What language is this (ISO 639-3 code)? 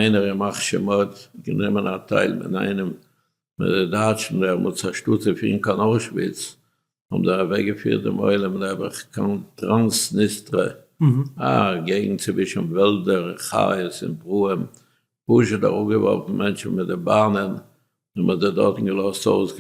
yid